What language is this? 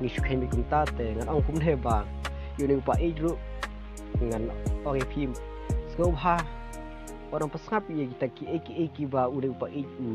Khasi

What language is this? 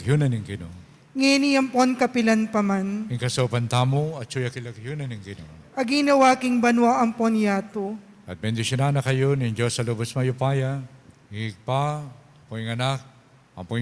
Pampanga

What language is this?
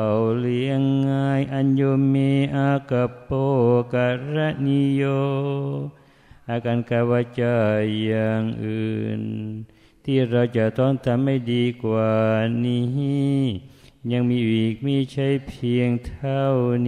Thai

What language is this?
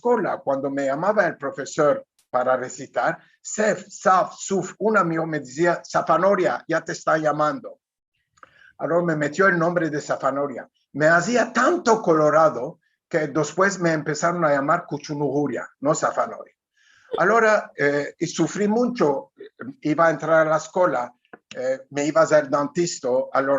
Ladino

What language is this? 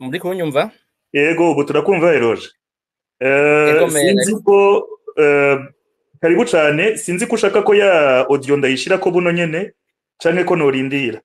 Rundi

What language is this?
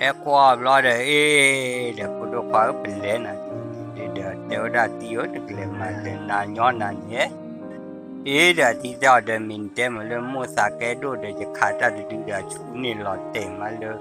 S'gaw Karen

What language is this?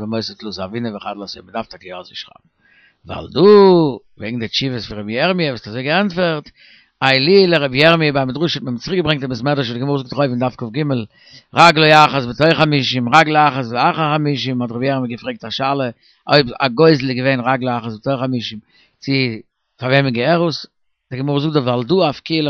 Yiddish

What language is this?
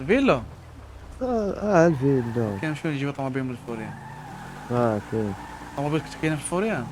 Moroccan Arabic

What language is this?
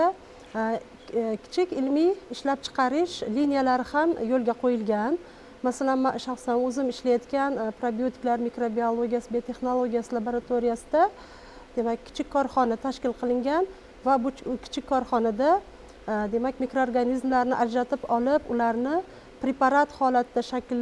Uzbek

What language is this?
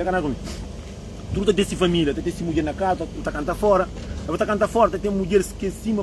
Kabuverdianu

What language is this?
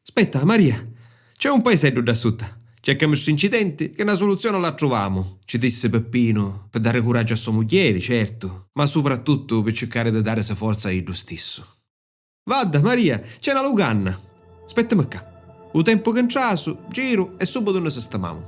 Sicilian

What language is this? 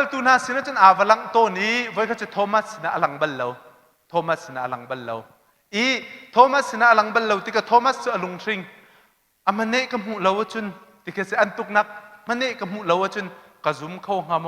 Hakha Chin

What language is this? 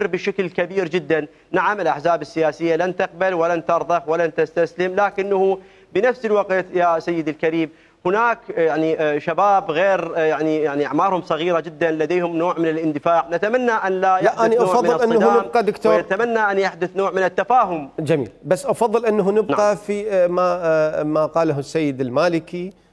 Mesopotamian Arabic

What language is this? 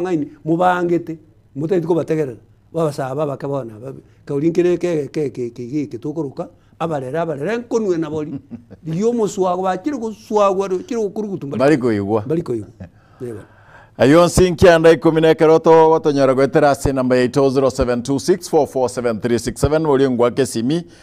Gusii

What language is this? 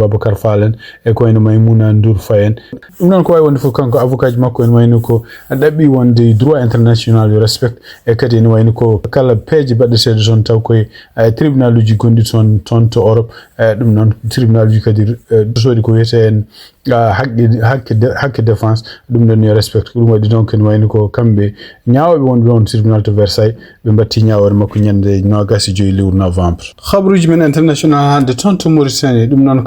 Fula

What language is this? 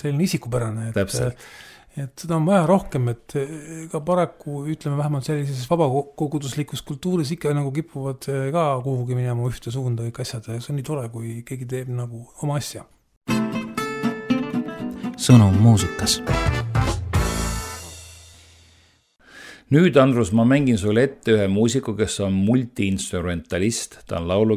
Estonian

